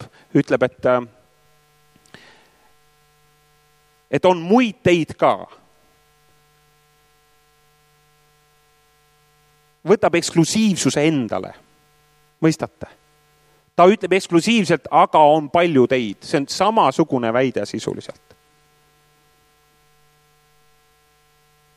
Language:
Estonian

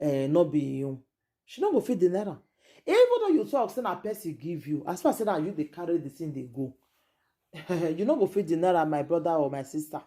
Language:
Nigerian Pidgin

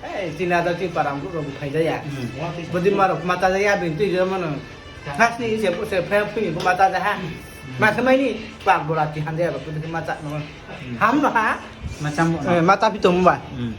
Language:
Riang (India)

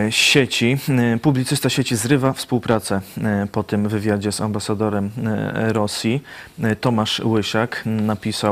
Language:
Polish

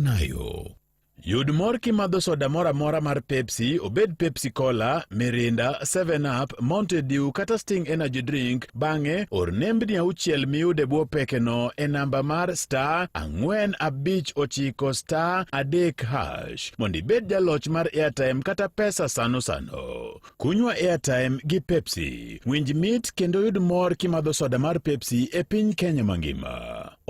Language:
Luo (Kenya and Tanzania)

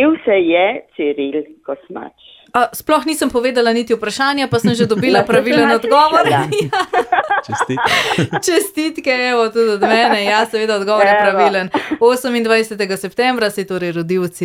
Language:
Slovenian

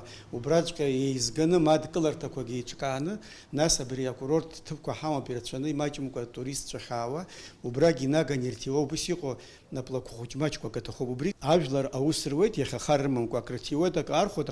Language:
Abkhazian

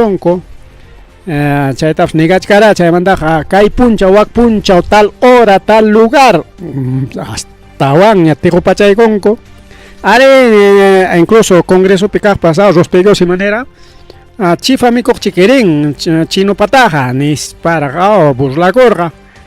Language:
Ayacucho Quechua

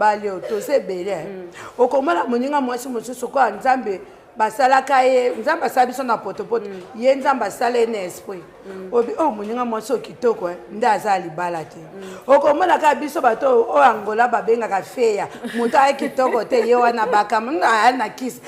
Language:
Lingala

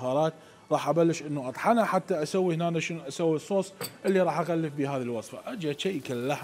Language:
Mesopotamian Arabic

